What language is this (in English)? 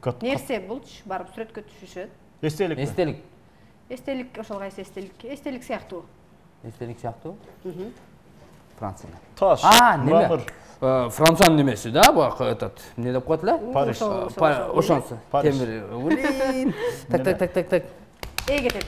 Kyrgyz